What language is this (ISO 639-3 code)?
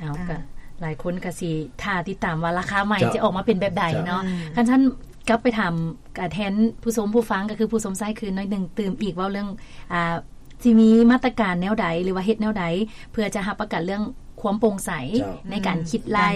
lao